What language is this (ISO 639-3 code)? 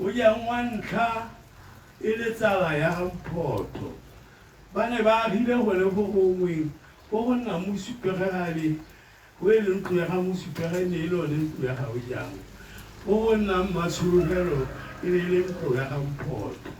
tsn